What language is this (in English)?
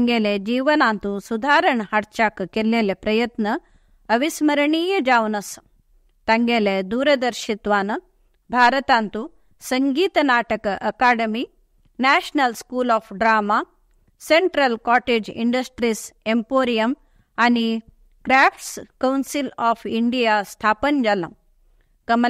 Konkani